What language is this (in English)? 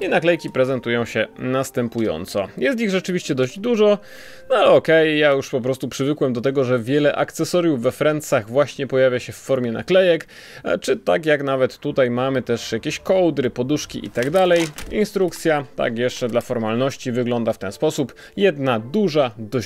Polish